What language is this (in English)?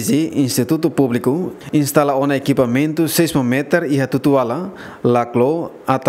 Tetum